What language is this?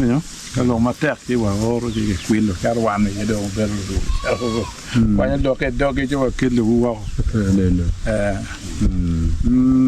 Acoli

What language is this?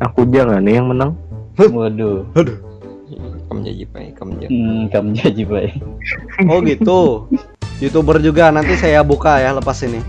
Banjar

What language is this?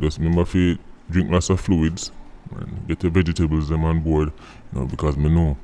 Jamaican Creole English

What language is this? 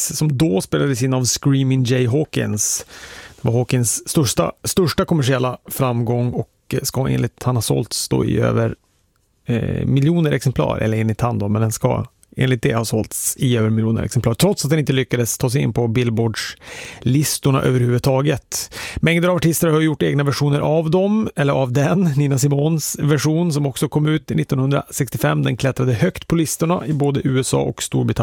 Swedish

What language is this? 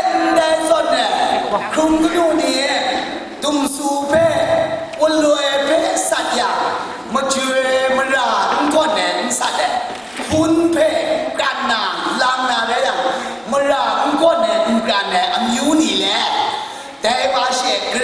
Kachin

